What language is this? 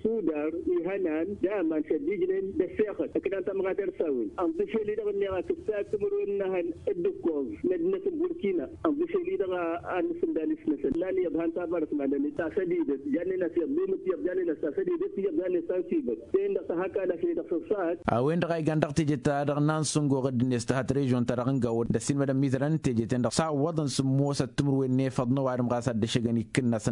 Tamasheq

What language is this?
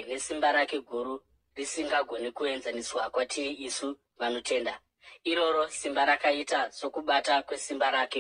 Shona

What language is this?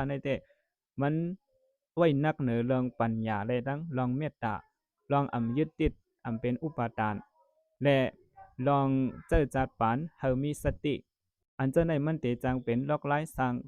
Shan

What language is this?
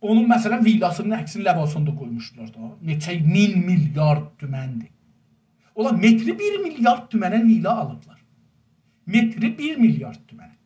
South Azerbaijani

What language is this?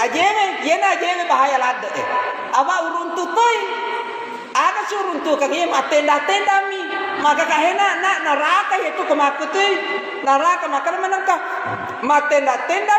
Buginese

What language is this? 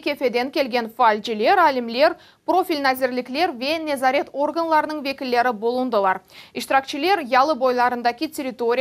Crimean Tatar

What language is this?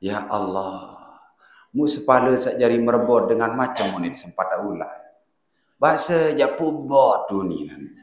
Sasak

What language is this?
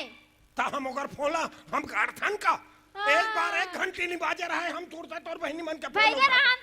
Chhattisgarhi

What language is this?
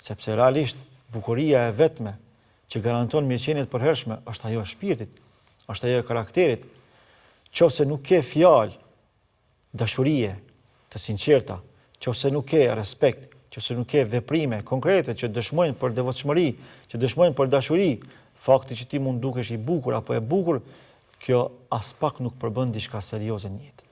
Albanian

